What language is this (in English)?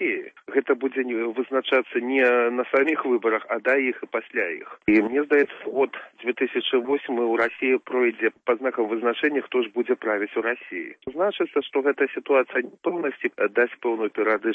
Belarusian